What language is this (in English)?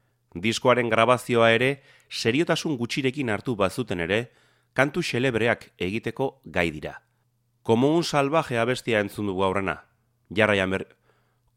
Basque